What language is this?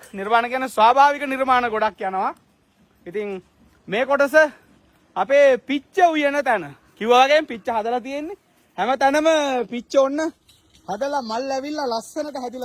Sinhala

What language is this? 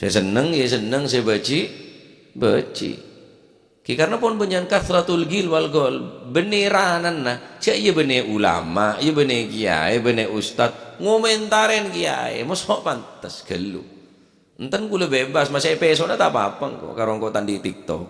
Madurese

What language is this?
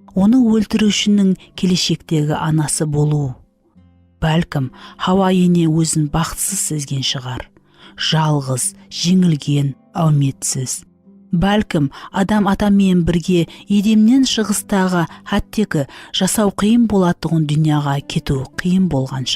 Kara-Kalpak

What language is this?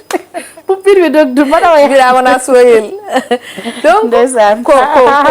Fula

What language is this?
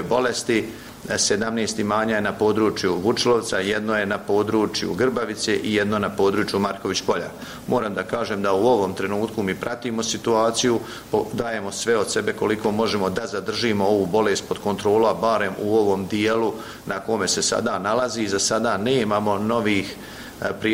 Croatian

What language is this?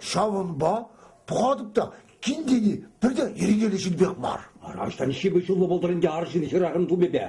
Chuvash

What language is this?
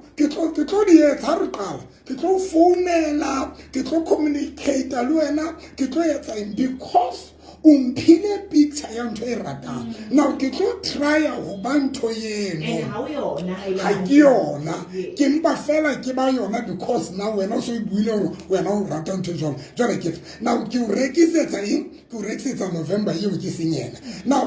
Southern Sotho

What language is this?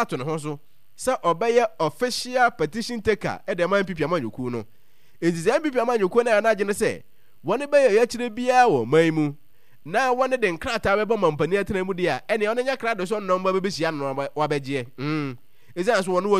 Akan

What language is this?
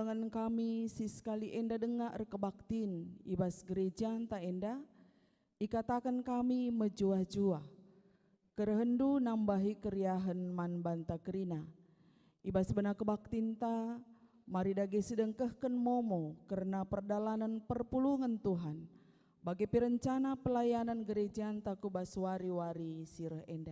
Batak Karo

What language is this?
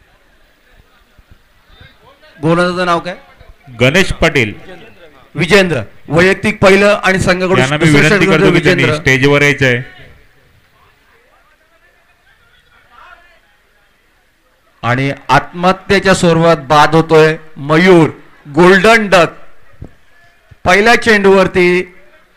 Marathi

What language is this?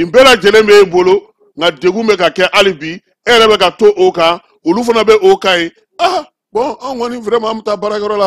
Bambara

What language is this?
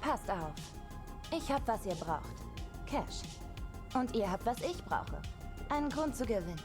Swiss German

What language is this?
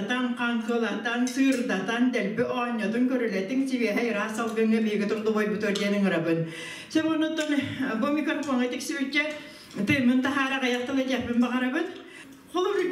Yakut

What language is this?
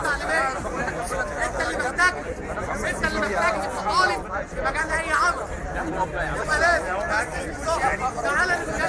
Egyptian Arabic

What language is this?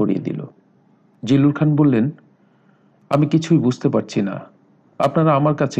Bangla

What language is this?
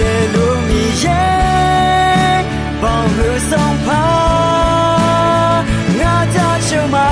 Akha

